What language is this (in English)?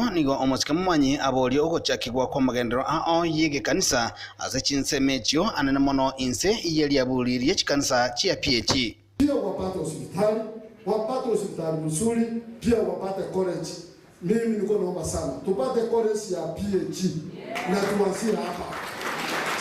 Gusii